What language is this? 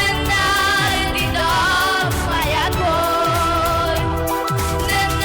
Ossetic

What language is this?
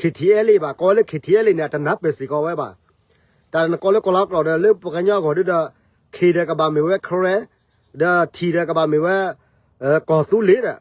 S'gaw Karen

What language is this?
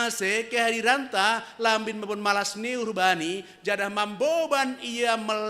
Batak Simalungun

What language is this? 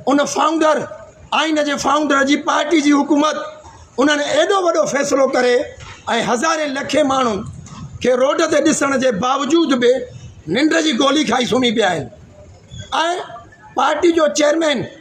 Sindhi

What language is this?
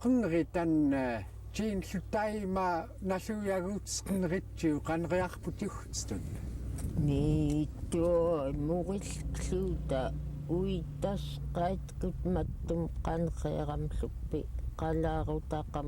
Central Yupik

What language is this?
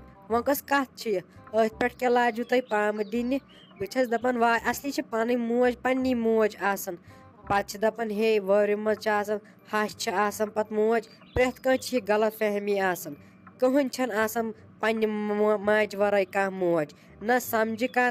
Kashmiri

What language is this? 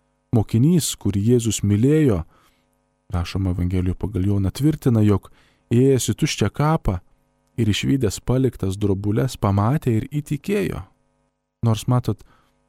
Lithuanian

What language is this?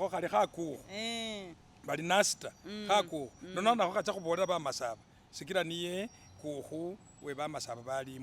Masaaba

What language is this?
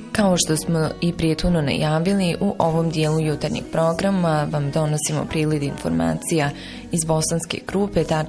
Bosnian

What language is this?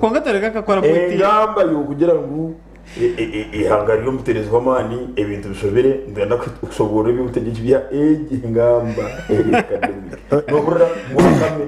Nyankole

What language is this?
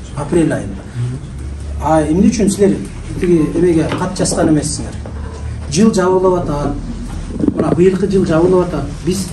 Kyrgyz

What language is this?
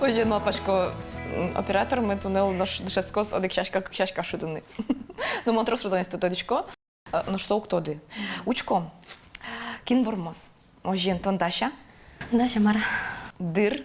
Udmurt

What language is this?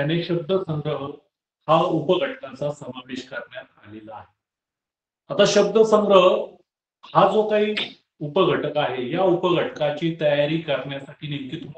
Marathi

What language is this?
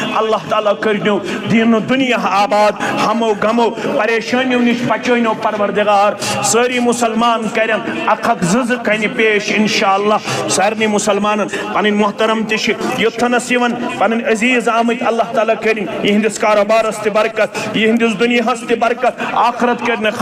Kashmiri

